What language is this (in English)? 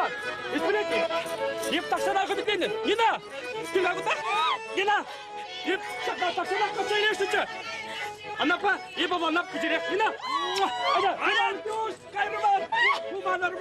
Chuvash